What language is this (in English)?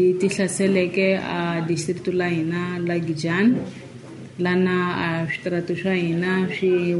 Tsonga